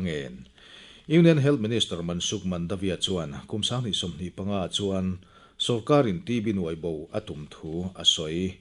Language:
Mizo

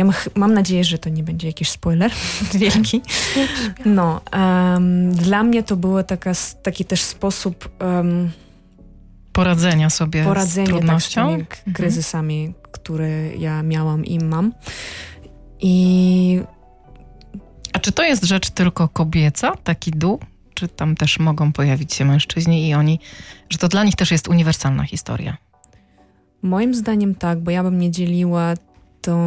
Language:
Polish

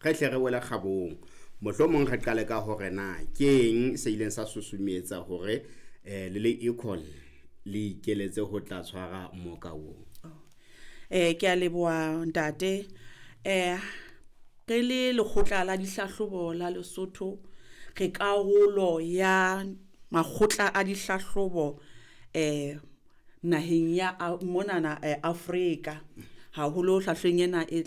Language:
Southern Sotho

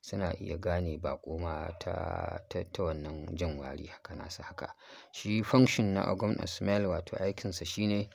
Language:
Hausa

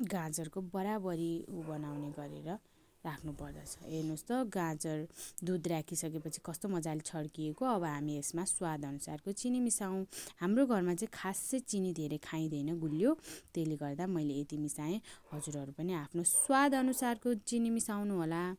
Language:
Nepali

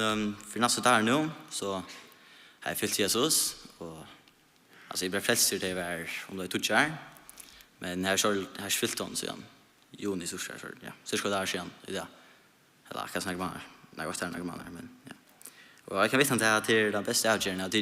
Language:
Faroese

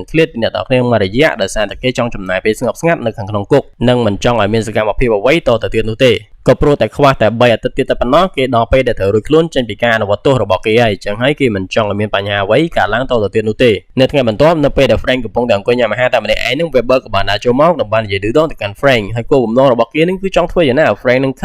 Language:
Khmer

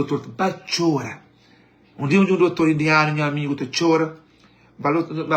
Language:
Kabuverdianu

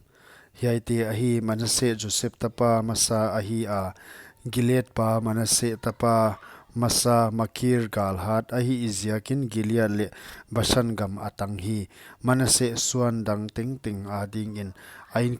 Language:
Paite Chin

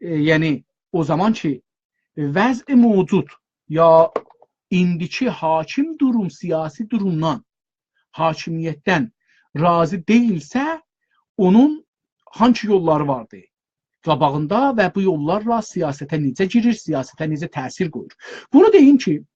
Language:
South Azerbaijani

